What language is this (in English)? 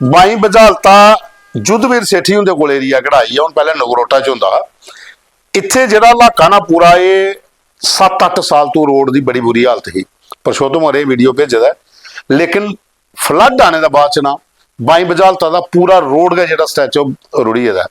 Dogri